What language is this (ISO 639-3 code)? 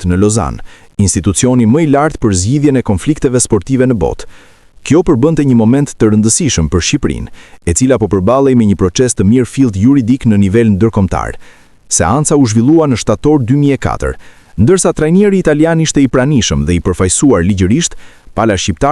sqi